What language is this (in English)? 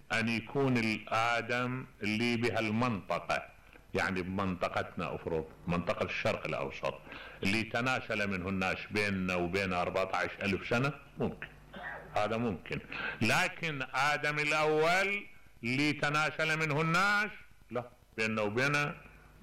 Mesopotamian Arabic